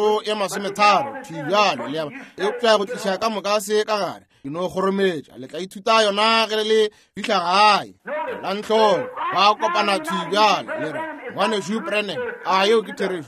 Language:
Northern Sotho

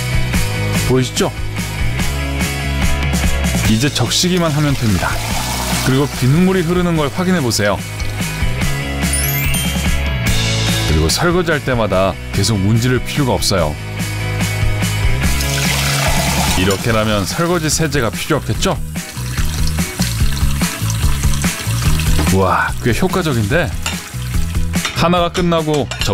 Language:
Korean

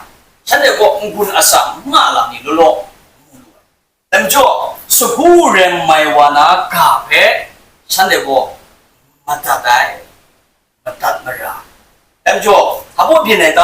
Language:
Kachin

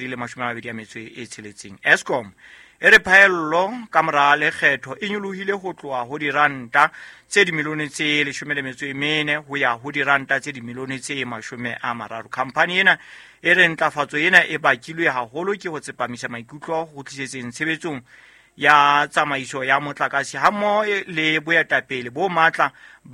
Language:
Southern Sotho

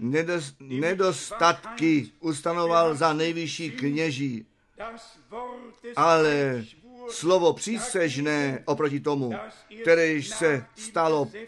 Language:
Czech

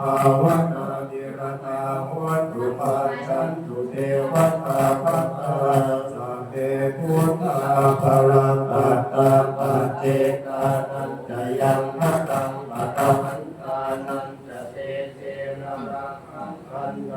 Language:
Pali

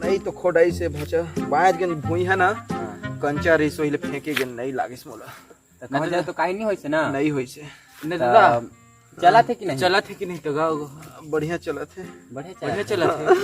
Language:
Chhattisgarhi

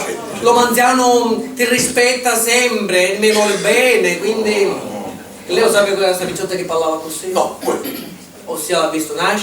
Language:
Sicilian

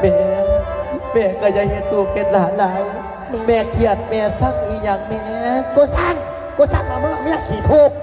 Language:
Northeastern Thai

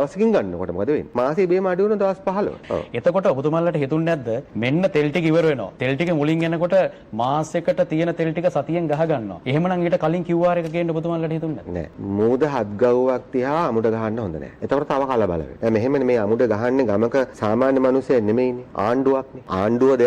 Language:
Sinhala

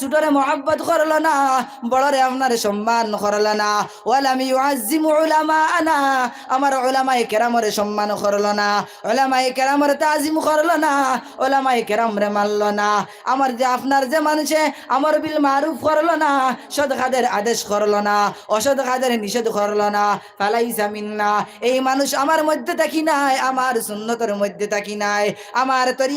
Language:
Sylheti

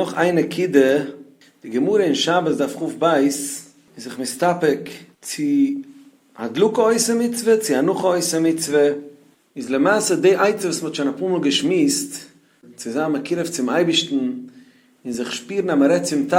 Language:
Yiddish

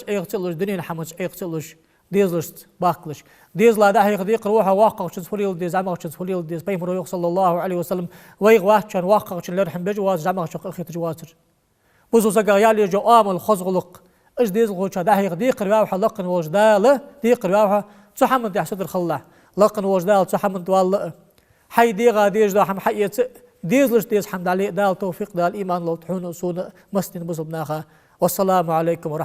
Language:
Ingush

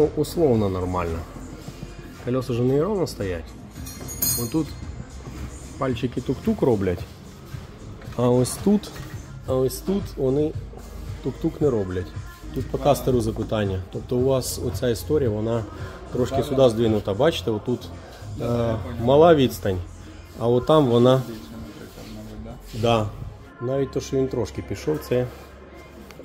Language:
Ukrainian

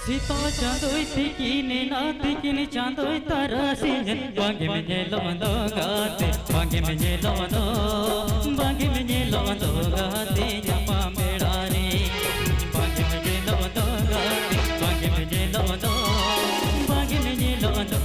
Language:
Santali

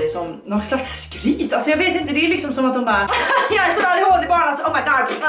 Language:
Swedish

